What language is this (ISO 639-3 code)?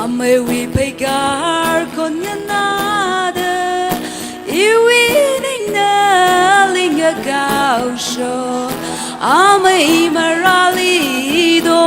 nmf